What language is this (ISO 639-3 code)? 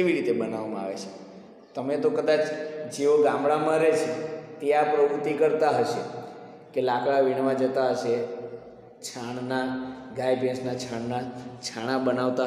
guj